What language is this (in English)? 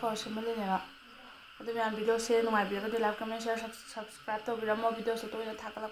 Manipuri